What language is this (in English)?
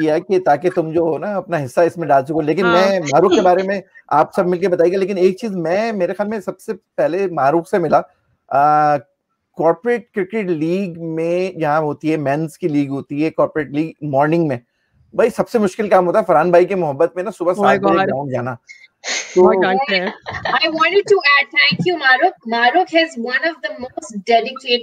Hindi